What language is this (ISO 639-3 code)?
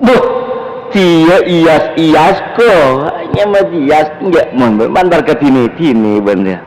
mad